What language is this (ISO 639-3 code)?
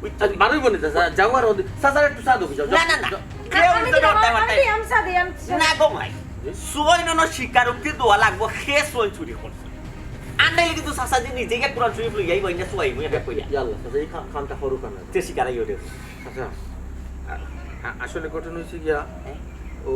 syl